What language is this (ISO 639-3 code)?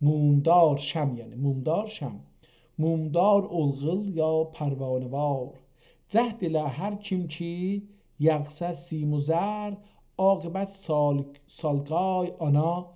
azb